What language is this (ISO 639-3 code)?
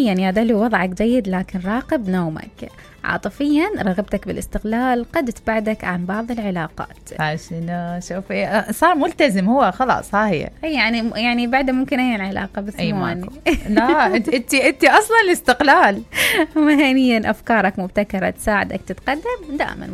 acm